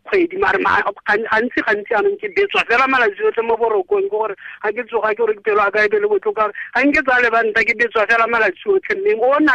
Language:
Tswana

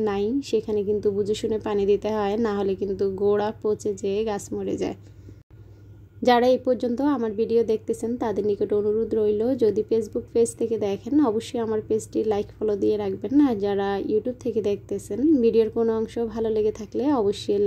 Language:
Bangla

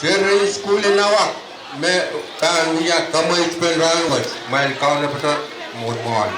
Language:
Pohnpeian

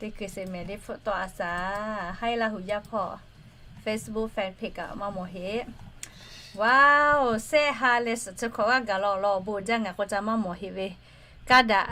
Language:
Lahu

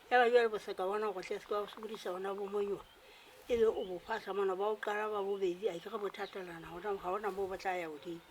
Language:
Southern Sotho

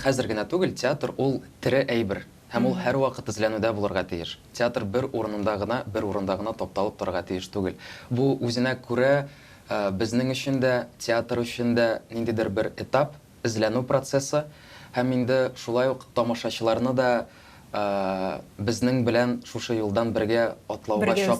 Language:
Tatar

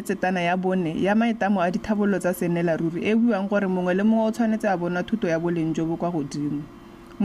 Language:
Tswana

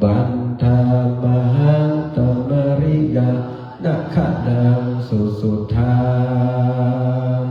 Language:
Pali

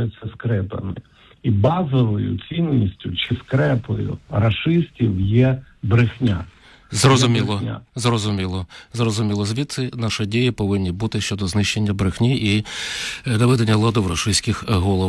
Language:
Ukrainian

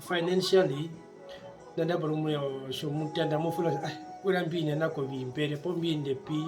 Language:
Herero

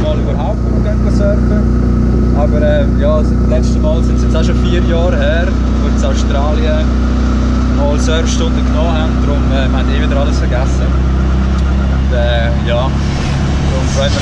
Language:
Swiss German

